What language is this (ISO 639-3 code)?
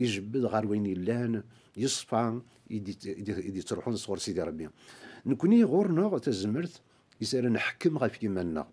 kab